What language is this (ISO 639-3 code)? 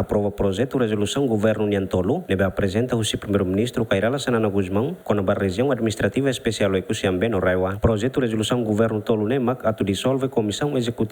tet